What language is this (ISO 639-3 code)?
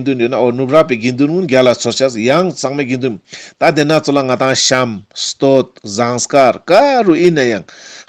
lbj